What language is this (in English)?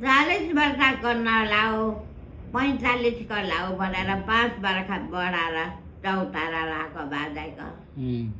Nepali